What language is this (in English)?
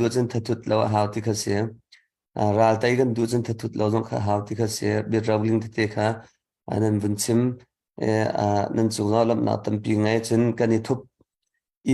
Hakha Chin